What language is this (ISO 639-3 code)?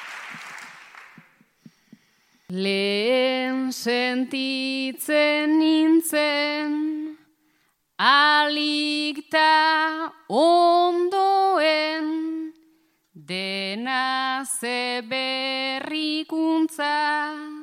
eus